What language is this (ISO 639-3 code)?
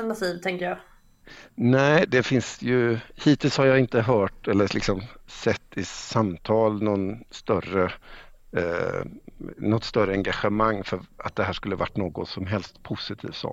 swe